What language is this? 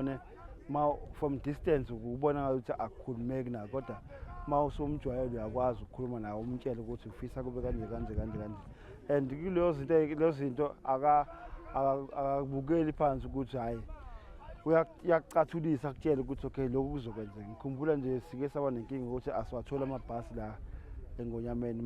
Zulu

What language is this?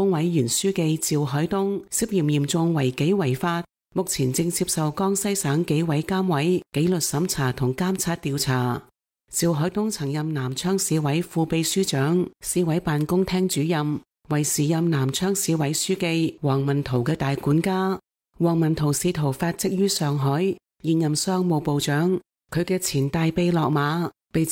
Cantonese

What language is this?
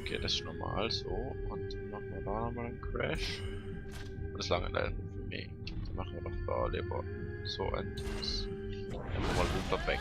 Swiss German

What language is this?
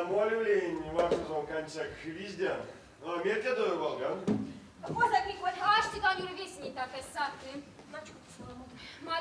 Erzya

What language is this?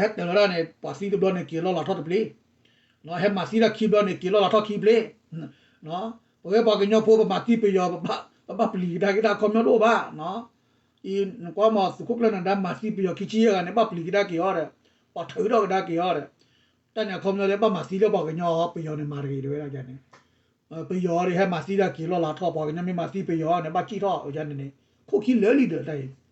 S'gaw Karen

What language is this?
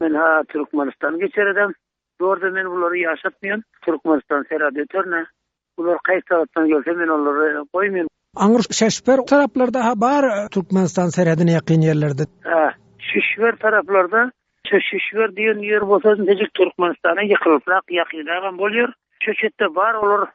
Turkmen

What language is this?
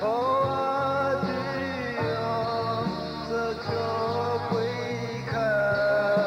Poumei Naga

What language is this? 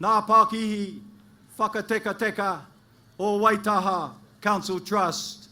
Māori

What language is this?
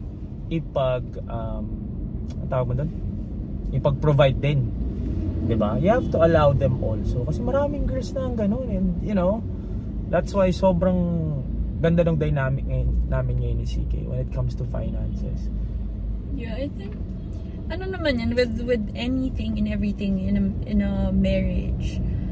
Filipino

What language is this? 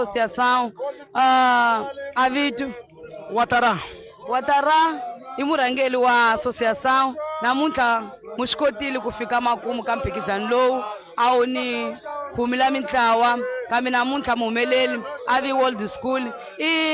Tsonga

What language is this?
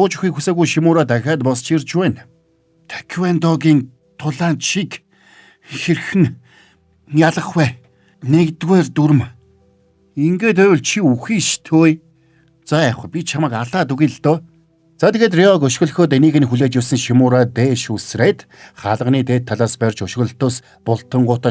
Mongolian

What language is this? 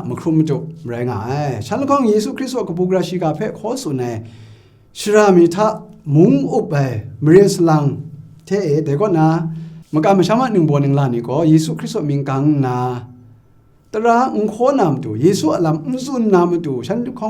Kachin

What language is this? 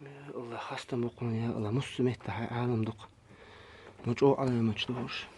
Chechen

